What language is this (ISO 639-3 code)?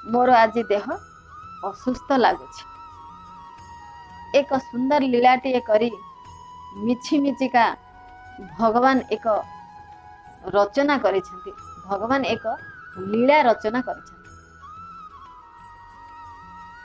ori